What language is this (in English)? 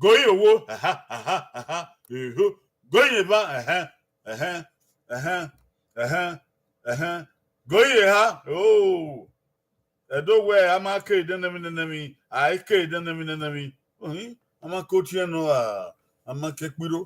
Bini